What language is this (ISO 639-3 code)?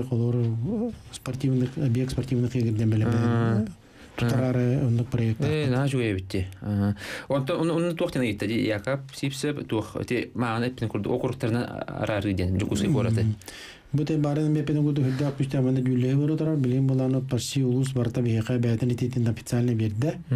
sah